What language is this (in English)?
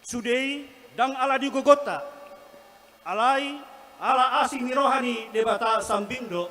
Batak Toba